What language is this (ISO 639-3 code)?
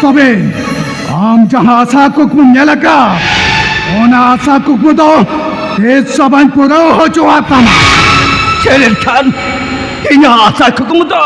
sat